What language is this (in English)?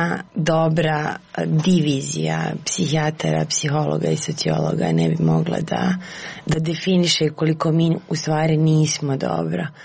Serbian